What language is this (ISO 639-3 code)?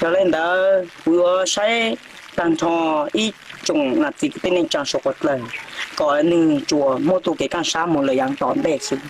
hmn